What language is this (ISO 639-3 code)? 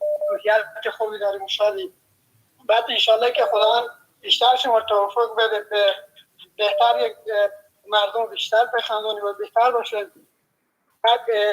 fas